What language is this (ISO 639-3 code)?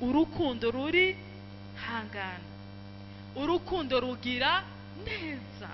run